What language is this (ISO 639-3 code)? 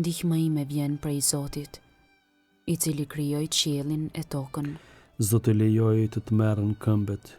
sqi